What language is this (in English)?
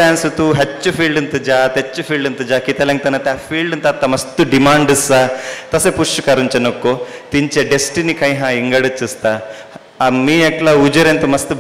Konkani